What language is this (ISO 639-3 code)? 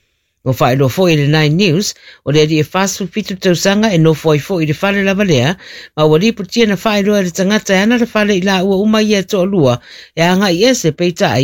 smo